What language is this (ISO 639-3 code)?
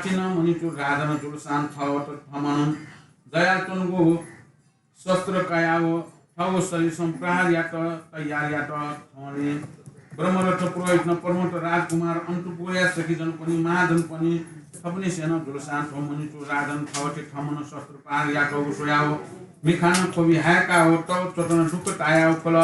new